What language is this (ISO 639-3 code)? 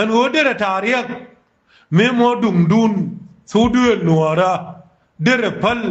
nus